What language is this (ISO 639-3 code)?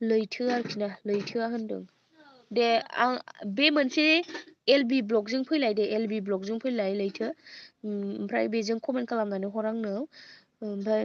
brx